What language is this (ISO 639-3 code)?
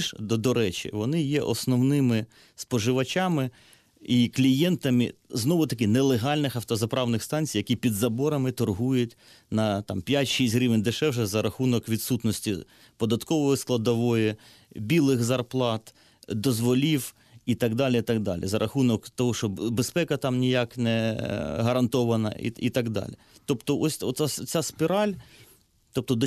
ukr